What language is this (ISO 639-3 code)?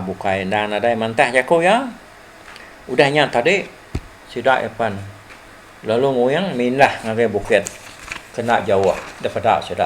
iba